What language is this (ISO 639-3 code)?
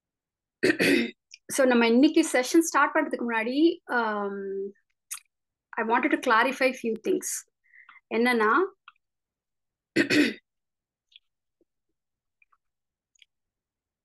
tam